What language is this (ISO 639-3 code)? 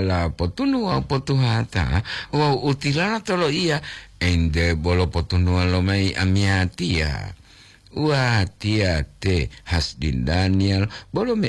gor